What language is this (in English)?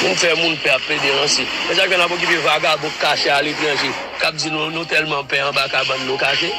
Haitian Creole